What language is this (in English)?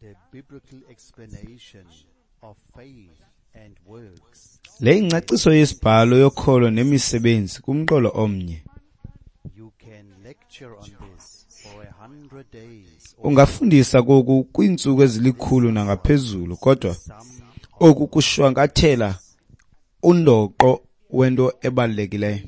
Xhosa